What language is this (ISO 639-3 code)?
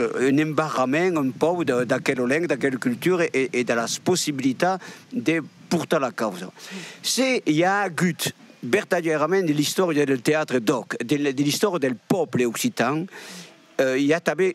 oci